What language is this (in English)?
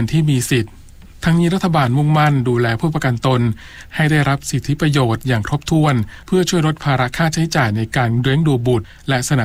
Thai